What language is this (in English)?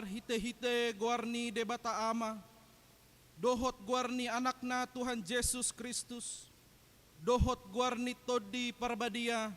Batak Toba